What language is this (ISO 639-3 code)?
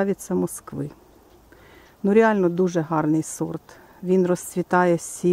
ukr